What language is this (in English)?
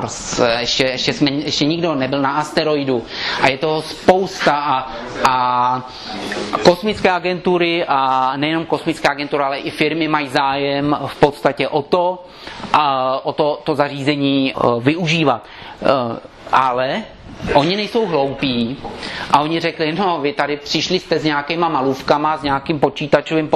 Czech